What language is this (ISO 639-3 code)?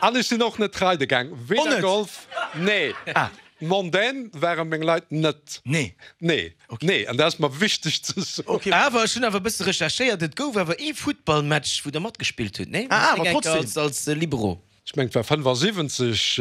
ltz